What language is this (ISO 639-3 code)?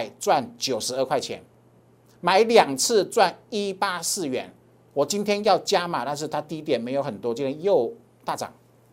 zho